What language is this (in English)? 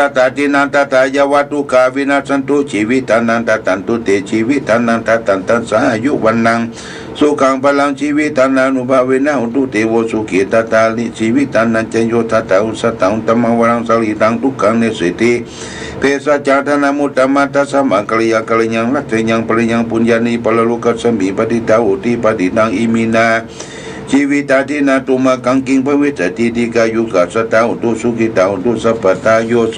Pali